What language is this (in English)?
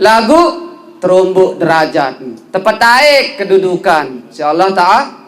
Sasak